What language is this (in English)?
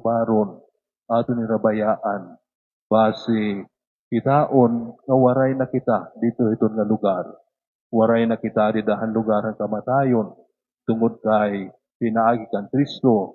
Waray